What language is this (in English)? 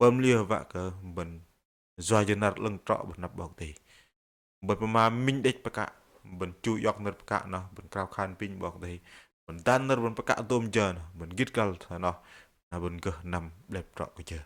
Bahnar